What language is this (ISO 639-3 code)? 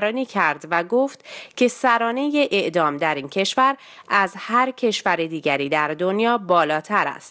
fas